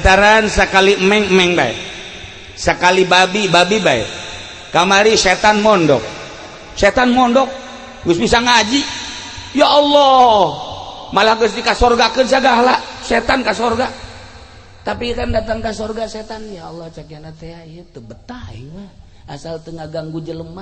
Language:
Sundanese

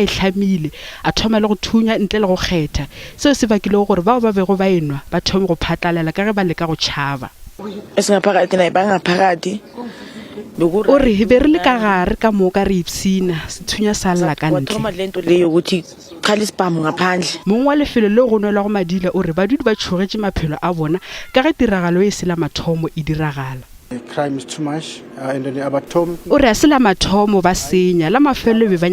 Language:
Northern Sotho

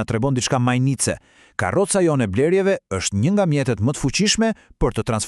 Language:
Albanian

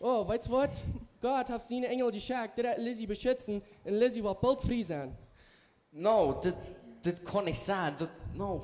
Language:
Plautdietsch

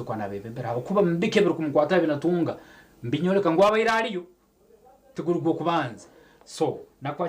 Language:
Nyankole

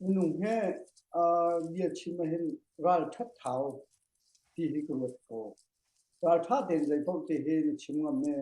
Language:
Hakha Chin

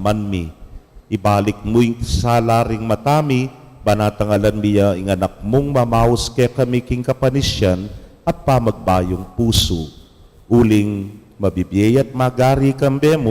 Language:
Pampanga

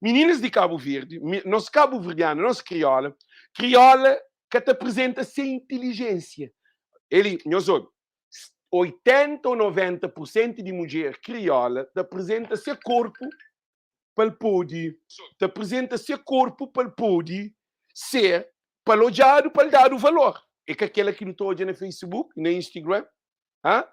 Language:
Kabuverdianu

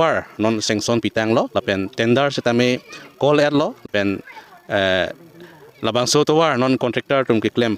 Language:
Karbi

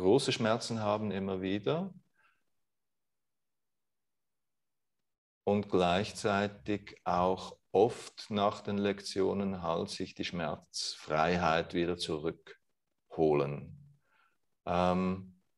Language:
German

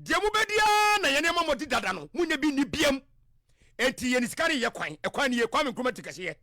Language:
Akan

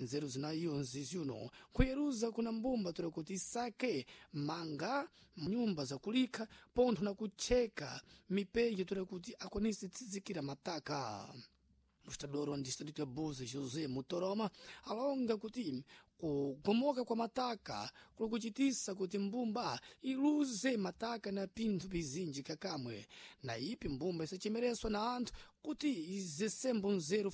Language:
Sena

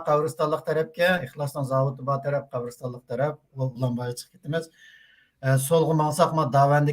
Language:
Uyghur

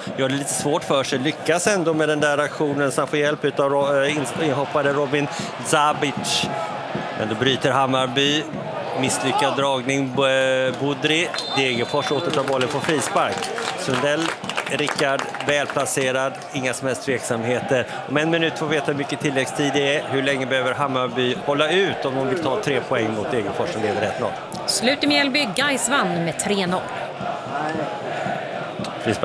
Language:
Swedish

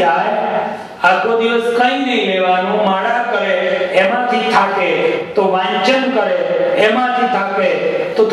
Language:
Gujarati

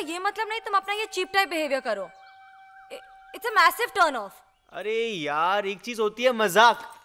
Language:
Hindi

